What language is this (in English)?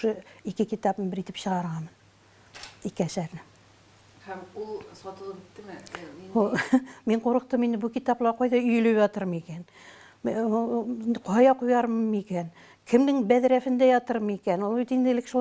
Tatar